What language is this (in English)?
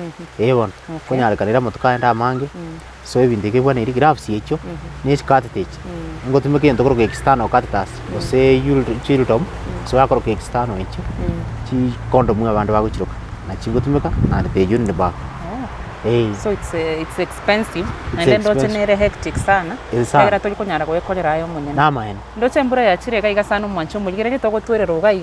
Gusii